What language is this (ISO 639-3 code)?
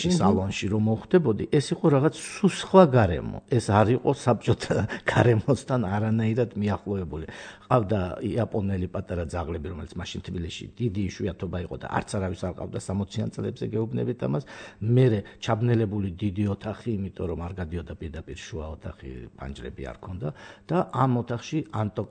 kat